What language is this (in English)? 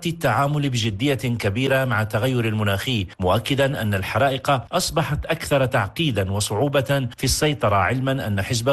Arabic